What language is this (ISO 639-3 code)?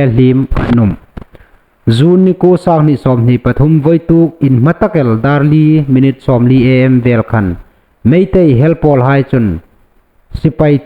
hmr